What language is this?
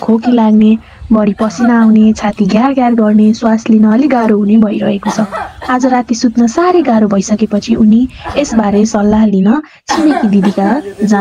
Nepali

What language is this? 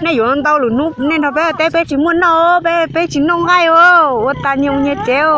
Hmong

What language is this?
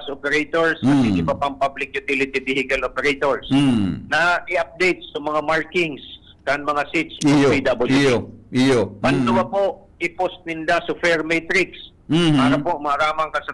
Bikol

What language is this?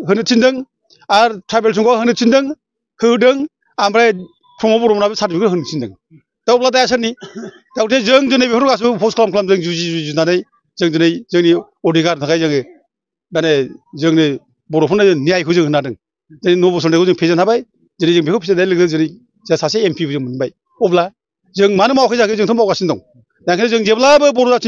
Bodo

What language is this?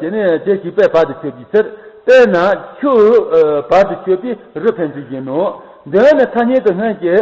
Tibetan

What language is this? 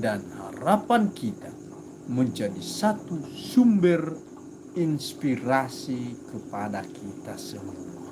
Nias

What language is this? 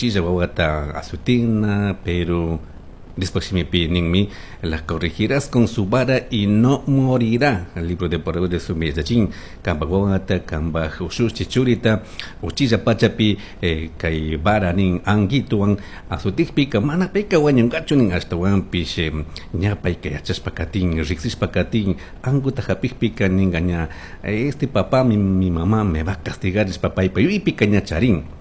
Chimborazo Highland Quichua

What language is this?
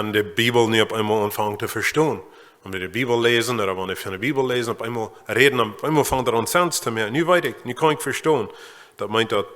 Plautdietsch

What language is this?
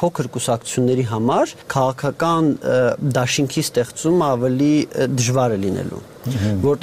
Armenian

